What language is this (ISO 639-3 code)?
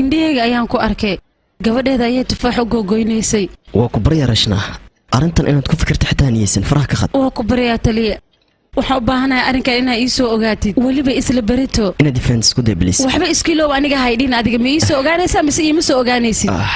som